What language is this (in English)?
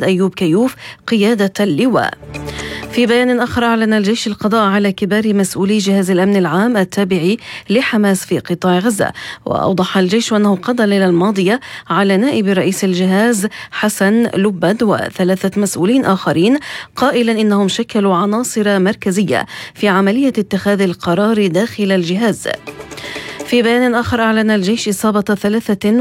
Arabic